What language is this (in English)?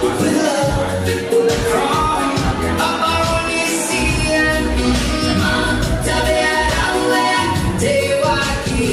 Gilbertese